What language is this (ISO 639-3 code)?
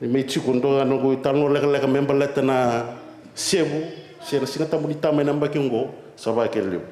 fij